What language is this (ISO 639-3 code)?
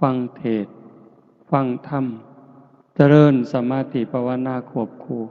lao